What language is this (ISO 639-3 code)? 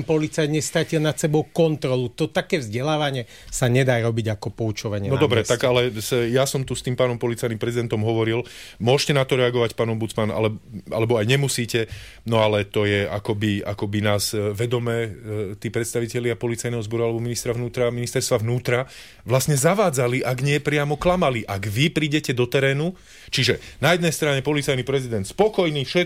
slk